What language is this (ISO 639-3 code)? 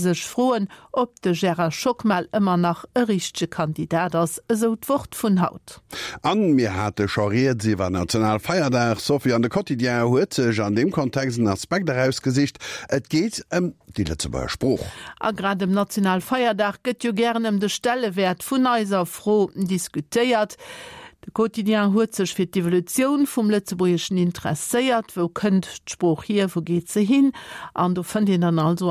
ltz